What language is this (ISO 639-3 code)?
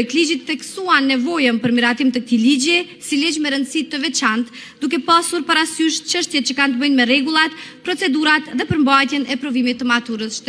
sqi